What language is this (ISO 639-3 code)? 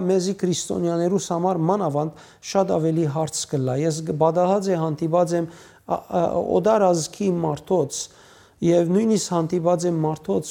hyw